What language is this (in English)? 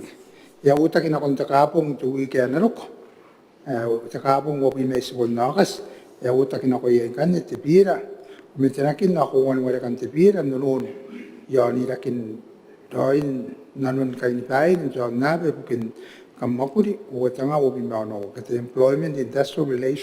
Gilbertese